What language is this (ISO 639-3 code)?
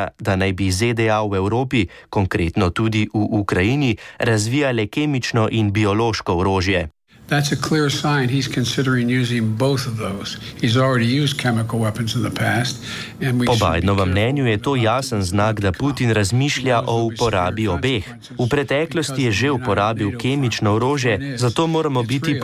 slv